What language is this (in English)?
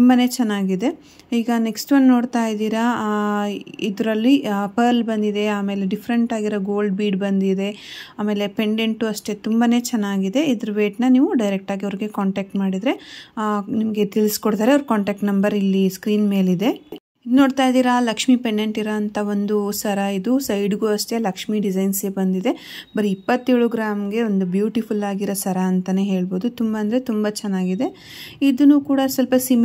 Kannada